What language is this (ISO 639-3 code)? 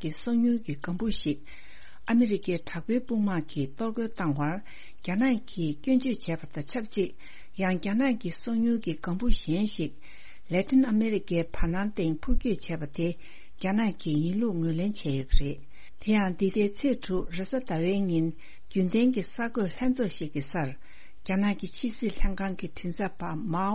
bod